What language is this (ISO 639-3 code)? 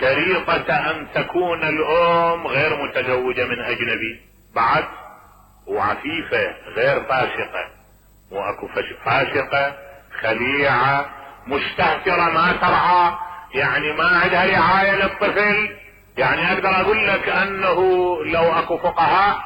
acm